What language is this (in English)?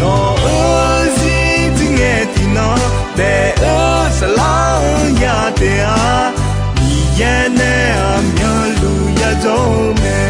Akha